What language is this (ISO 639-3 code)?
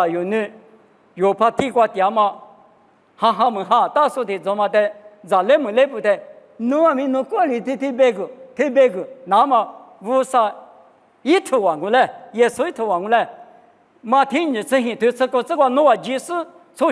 lis